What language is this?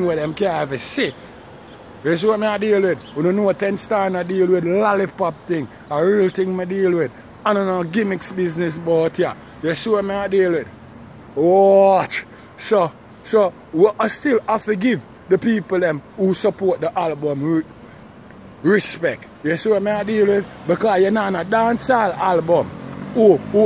Jamaican Creole English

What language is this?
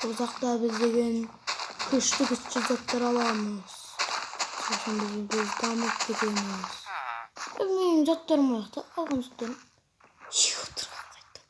Kazakh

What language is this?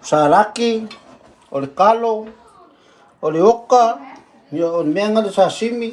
Samoan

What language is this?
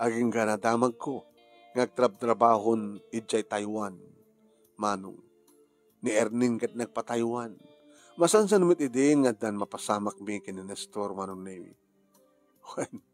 Iloko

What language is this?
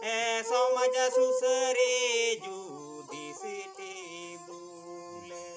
Santali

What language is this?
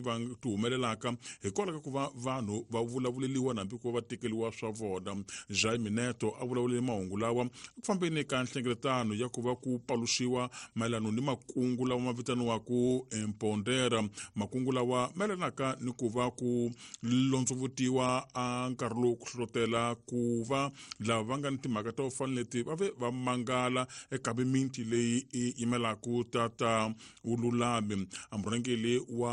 Tsonga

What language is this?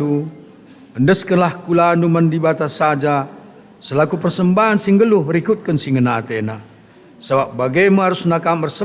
Batak Karo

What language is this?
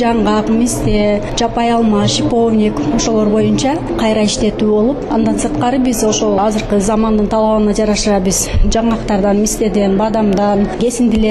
Kyrgyz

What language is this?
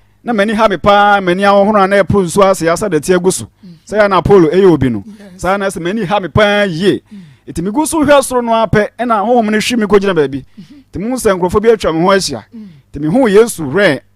Akan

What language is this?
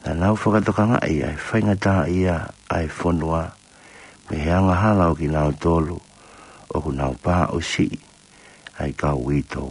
Tongan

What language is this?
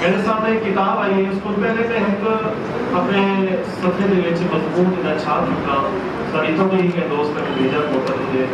Saraiki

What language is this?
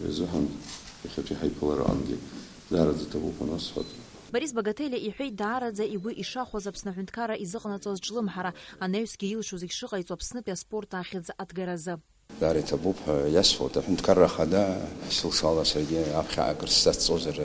Abkhazian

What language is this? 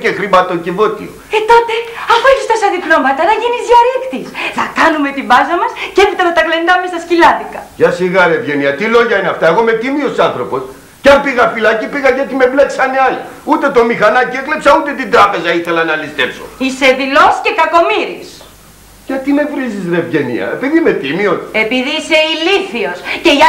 Greek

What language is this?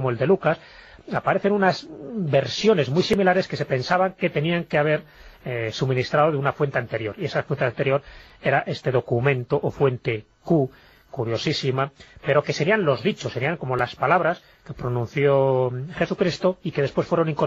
Spanish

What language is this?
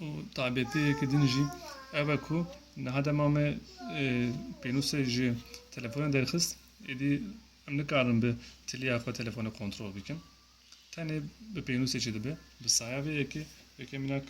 Kurdish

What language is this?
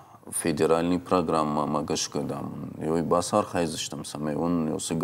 Ossetic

